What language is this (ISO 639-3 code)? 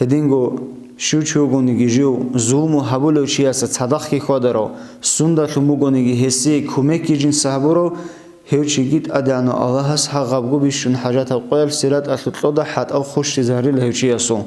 ava